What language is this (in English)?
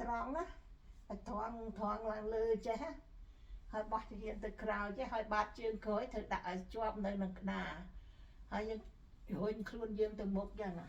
Khmer